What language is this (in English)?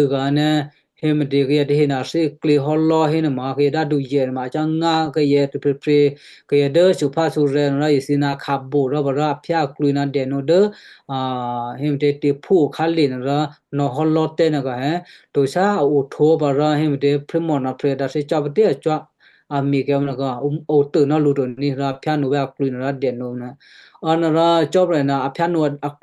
Western Kayah